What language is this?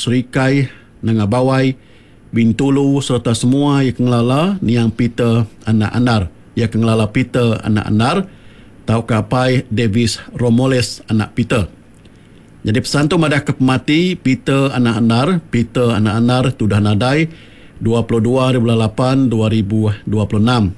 Iban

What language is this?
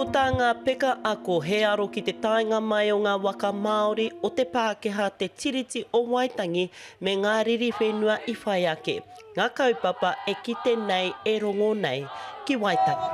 Māori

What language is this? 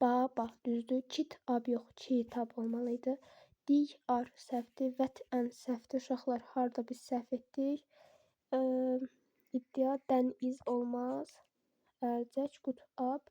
Azerbaijani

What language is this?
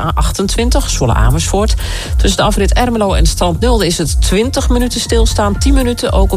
Dutch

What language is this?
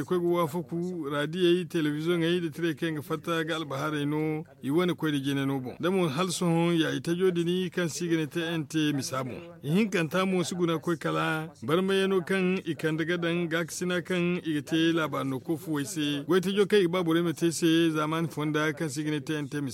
Zarma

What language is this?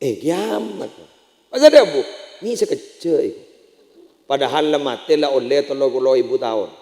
Madurese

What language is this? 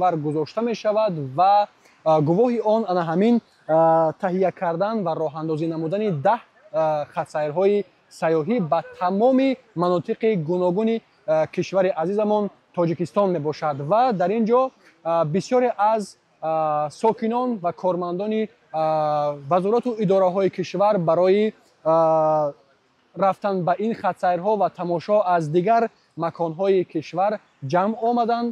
Tajik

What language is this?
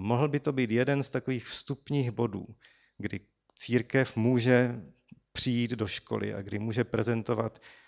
Czech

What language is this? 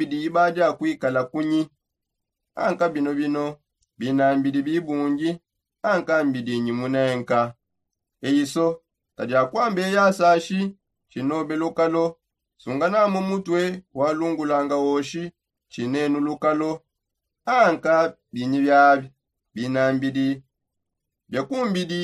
Songe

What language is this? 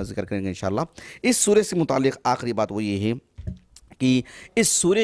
Urdu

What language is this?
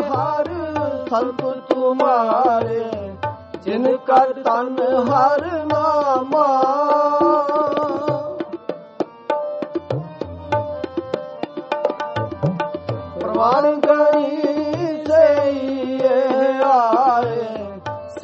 Punjabi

